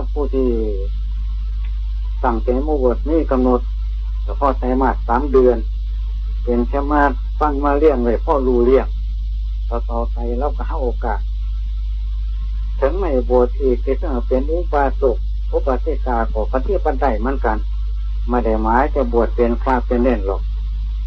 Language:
Thai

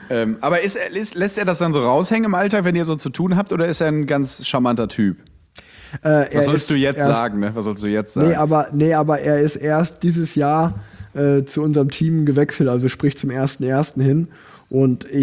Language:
German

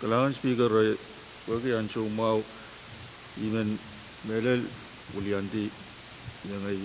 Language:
Pohnpeian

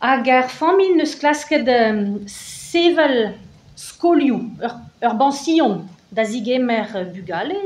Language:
Breton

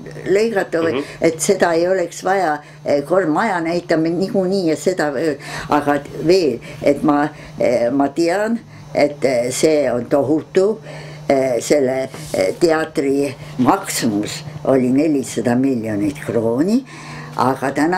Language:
Estonian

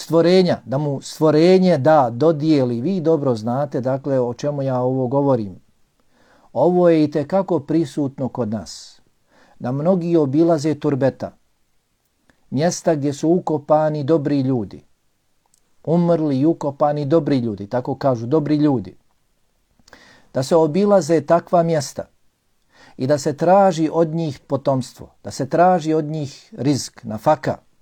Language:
Bosnian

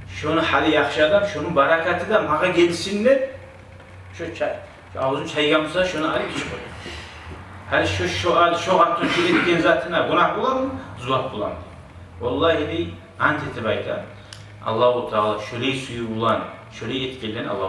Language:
Kumyk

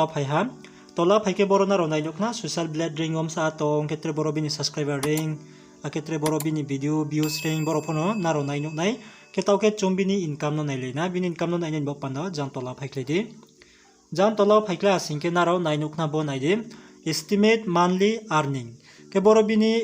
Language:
Riang (India)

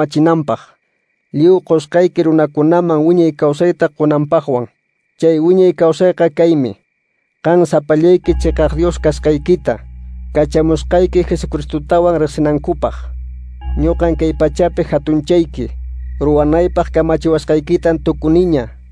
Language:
Quechua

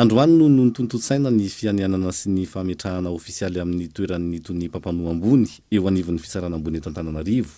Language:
Malagasy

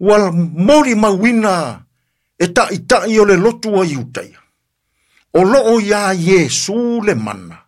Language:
Samoan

